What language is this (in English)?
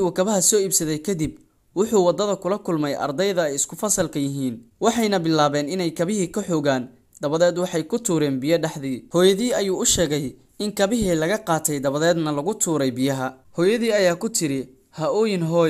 Somali